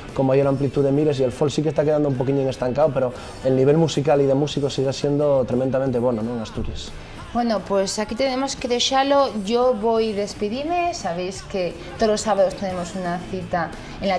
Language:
Asturian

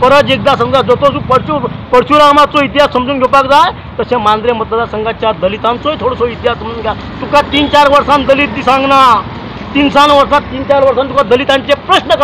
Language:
Konkani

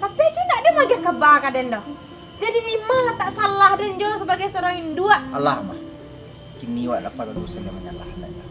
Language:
Minangkabau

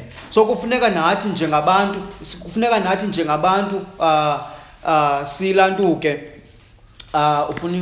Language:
Xhosa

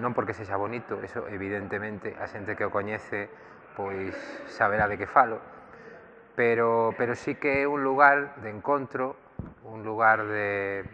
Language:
Galician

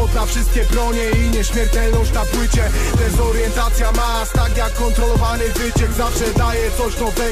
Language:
Polish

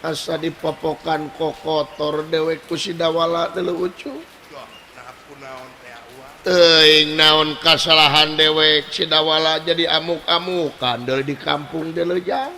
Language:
Sundanese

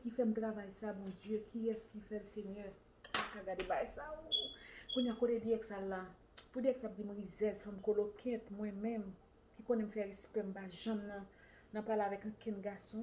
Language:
Haitian Creole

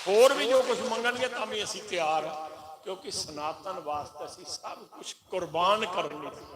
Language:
Dogri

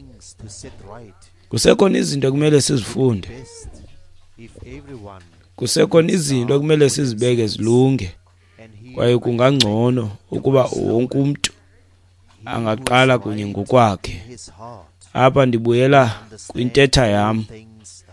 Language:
Xhosa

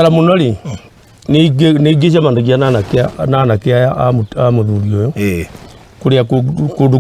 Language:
Kikuyu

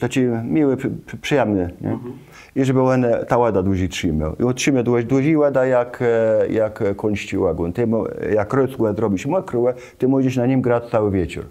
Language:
Kashubian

